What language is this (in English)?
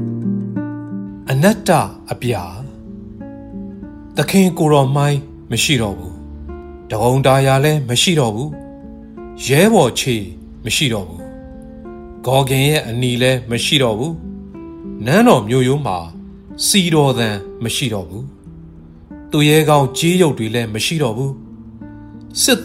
Burmese